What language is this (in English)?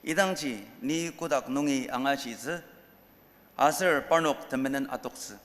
Ao Naga